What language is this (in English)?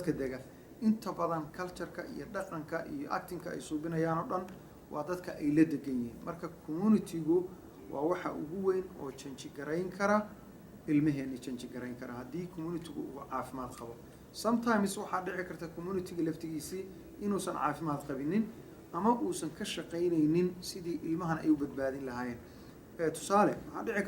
Somali